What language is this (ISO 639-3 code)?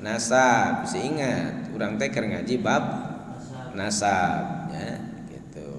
sun